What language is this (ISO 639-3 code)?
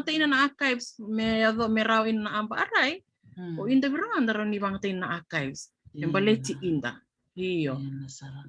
fij